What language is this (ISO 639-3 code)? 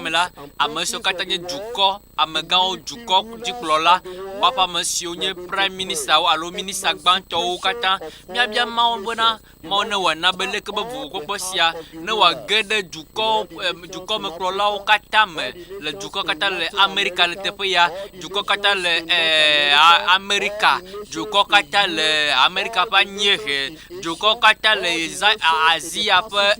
ewe